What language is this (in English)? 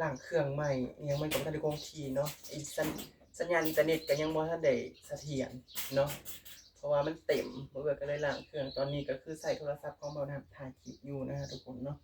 Northeastern Thai